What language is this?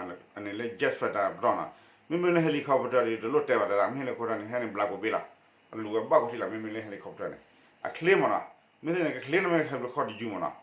S'gaw Karen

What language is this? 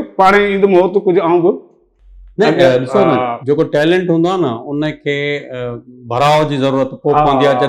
Sindhi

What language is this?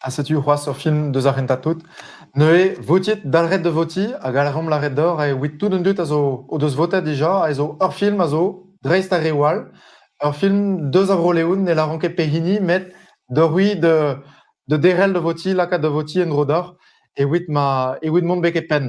Breton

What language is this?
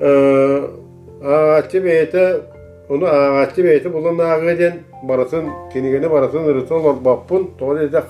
Yakut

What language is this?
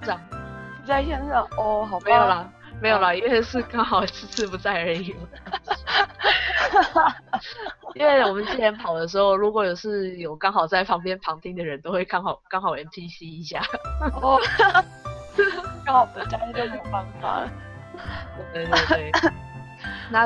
Chinese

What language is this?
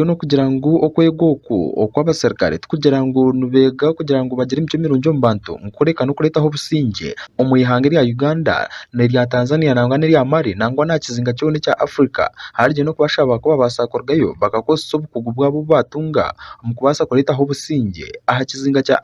Nyankole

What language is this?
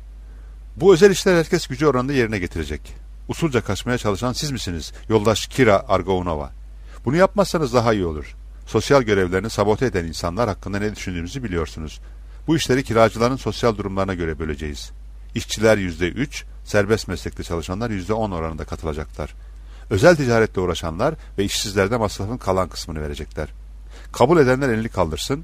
Turkish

